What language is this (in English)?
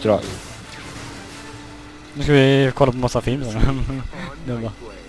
Swedish